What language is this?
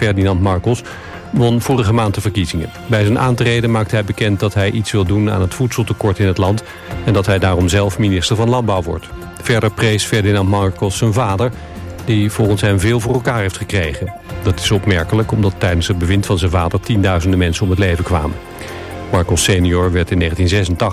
Dutch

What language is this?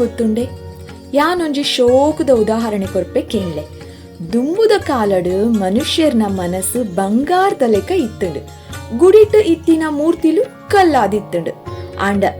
Tulu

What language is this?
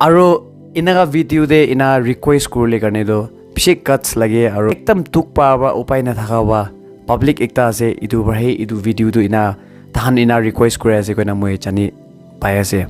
Naga Pidgin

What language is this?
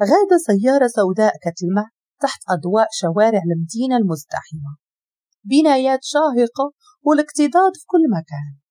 Moroccan Arabic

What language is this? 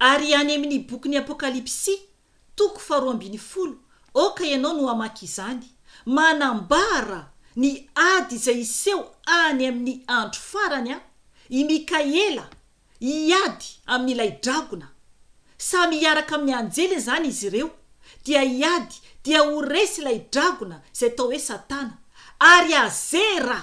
Malagasy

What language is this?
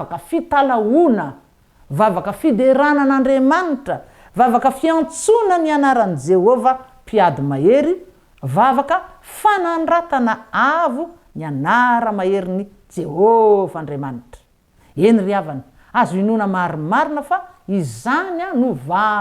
Malagasy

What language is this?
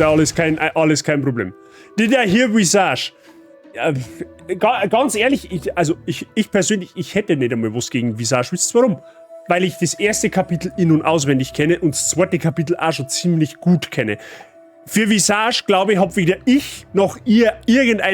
Bavarian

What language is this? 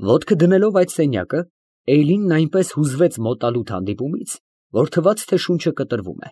Armenian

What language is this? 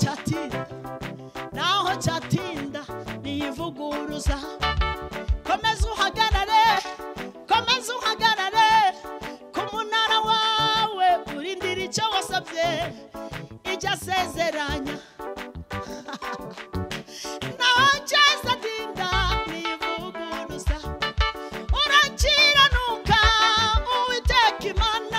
Kinyarwanda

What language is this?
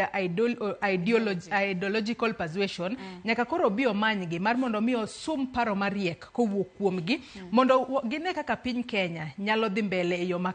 Luo (Kenya and Tanzania)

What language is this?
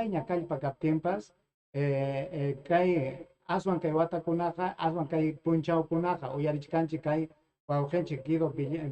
Ayacucho Quechua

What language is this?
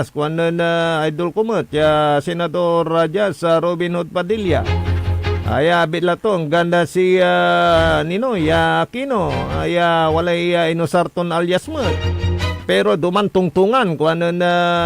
Pangasinan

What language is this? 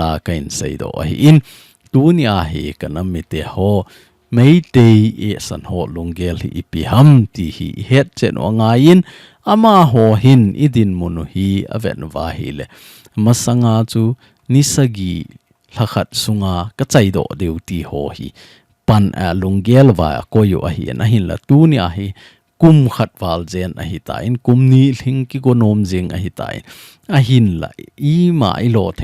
Thado Chin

